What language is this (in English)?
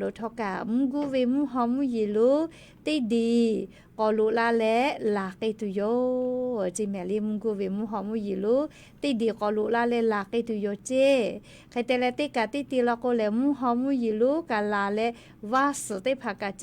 Lahu